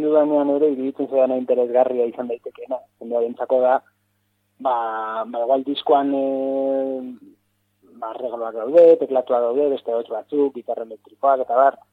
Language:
Basque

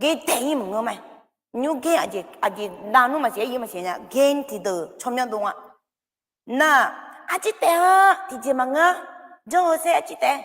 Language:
Akha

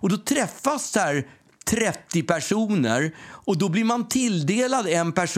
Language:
Swedish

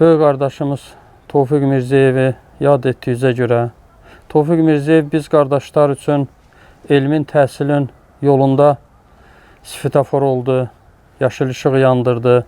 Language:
Azerbaijani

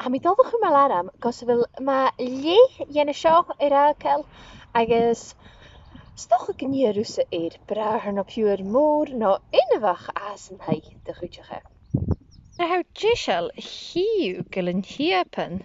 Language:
Scottish Gaelic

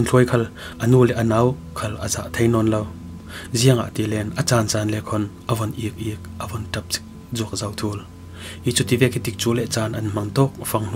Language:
Falam Chin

